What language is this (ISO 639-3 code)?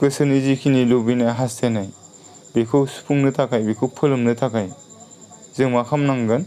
brx